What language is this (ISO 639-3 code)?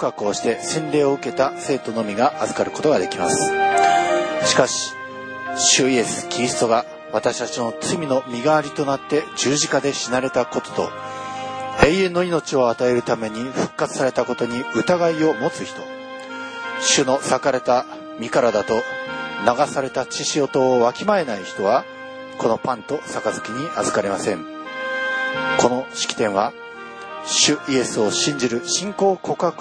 jpn